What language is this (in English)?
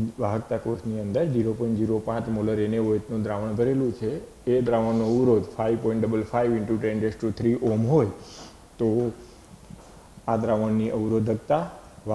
Gujarati